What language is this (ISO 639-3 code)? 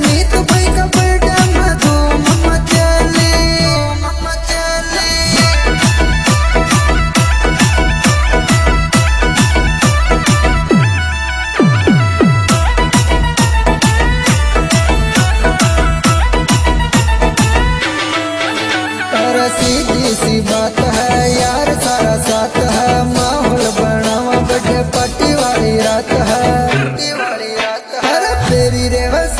bho